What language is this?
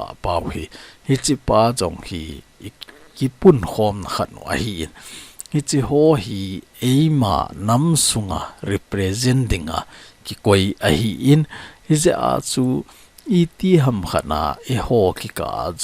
Thado Chin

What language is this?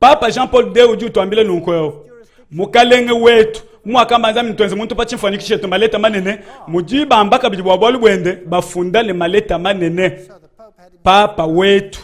Luba-Lulua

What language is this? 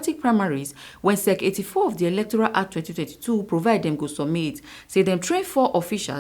Nigerian Pidgin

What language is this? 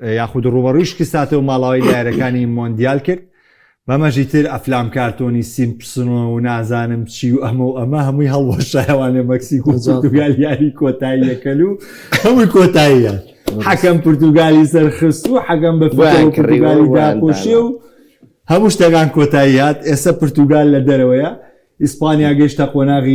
Central Kurdish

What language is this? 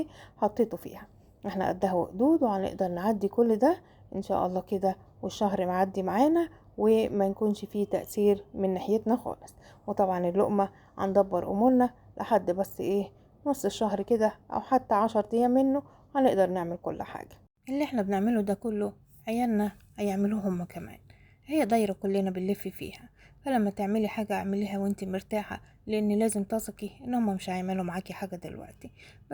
Egyptian Arabic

